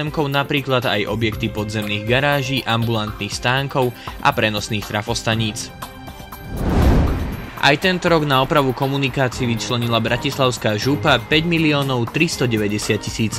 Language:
Slovak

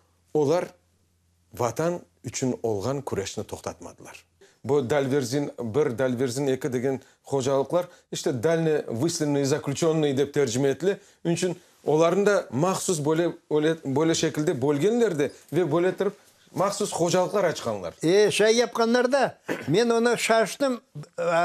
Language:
Crimean Tatar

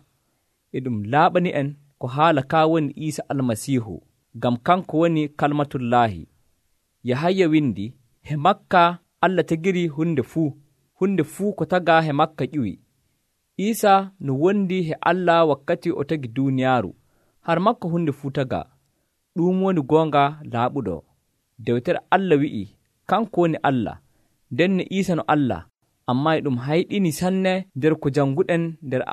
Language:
Nigerian Fulfulde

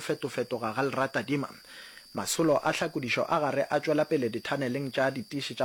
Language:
Northern Sotho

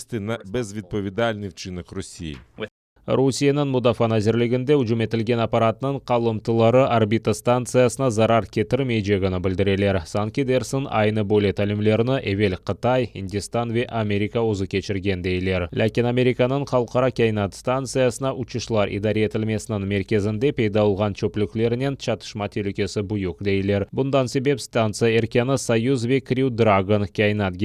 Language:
Crimean Tatar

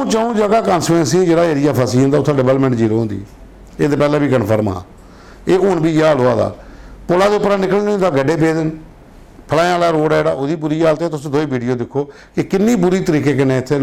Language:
Dogri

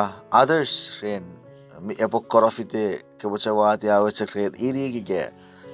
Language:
Chuukese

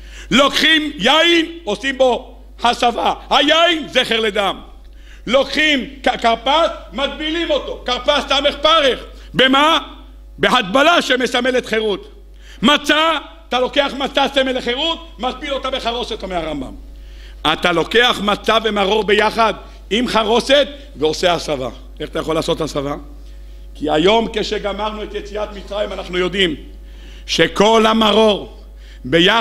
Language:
Hebrew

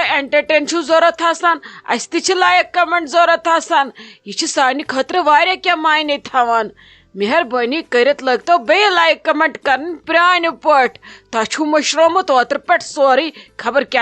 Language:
Kashmiri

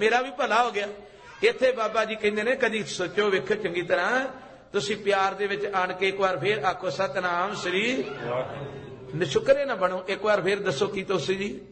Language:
Punjabi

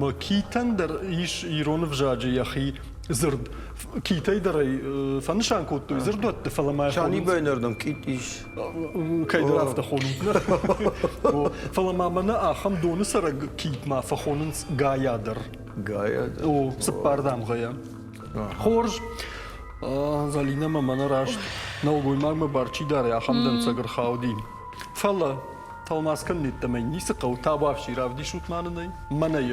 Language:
Ossetic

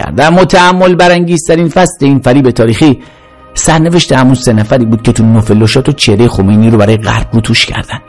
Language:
Persian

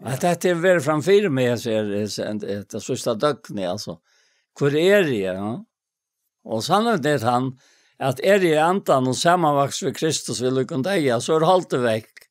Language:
Faroese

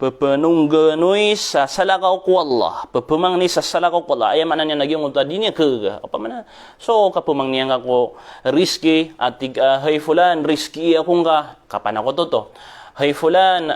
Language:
Maranao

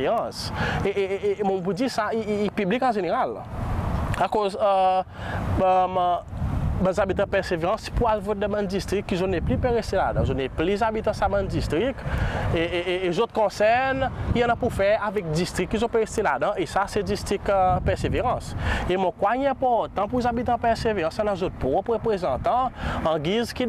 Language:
Seselwa Creole French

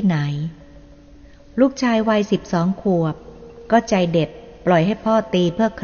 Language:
Thai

